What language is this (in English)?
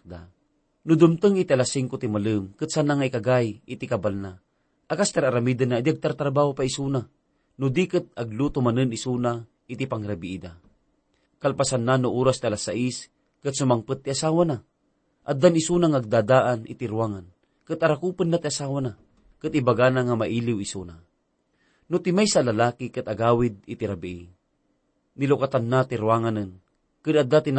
Iloko